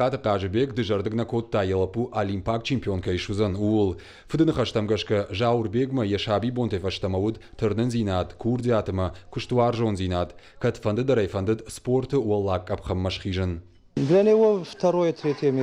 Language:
Ossetic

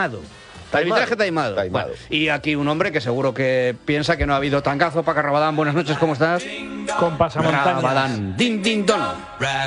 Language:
Spanish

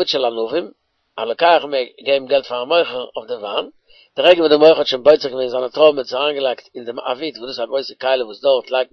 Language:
Yiddish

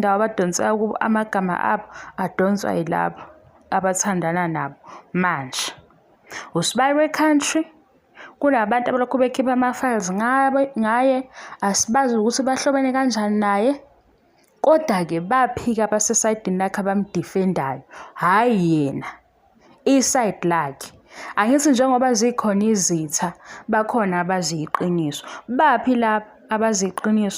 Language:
Zulu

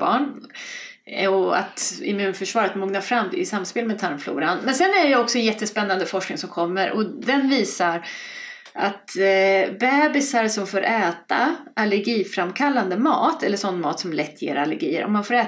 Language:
Swedish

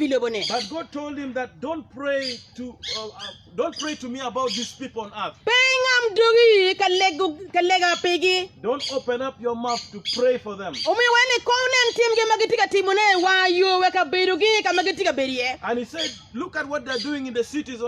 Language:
Acoli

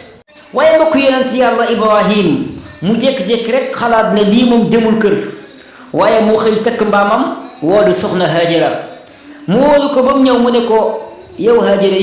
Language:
Wolof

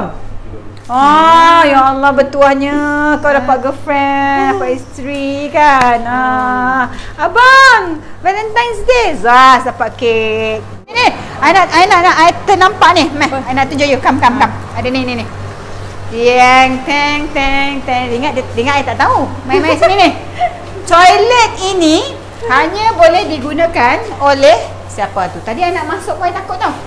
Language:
Malay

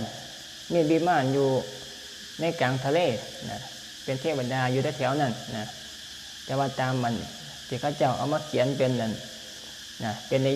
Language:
Lao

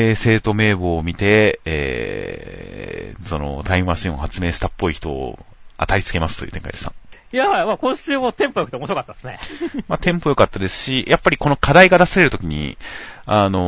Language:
Japanese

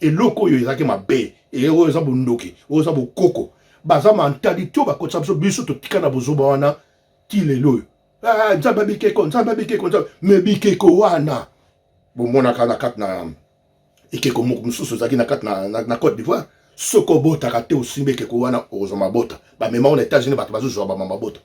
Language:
Lingala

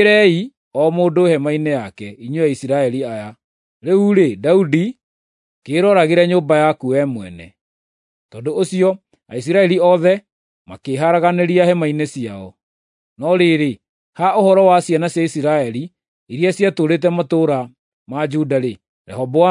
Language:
Kikuyu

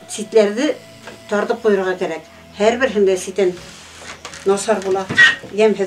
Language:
Bashkir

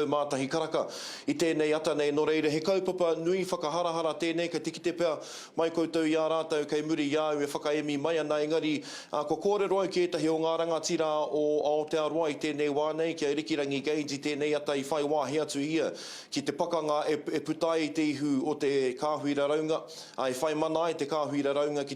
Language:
Māori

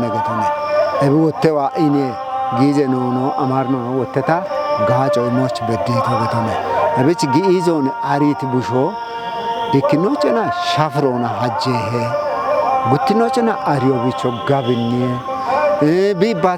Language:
Kafa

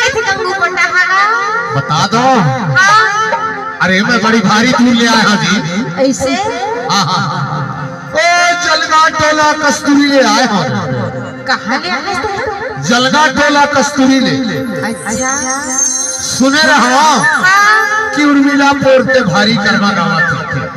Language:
Chhattisgarhi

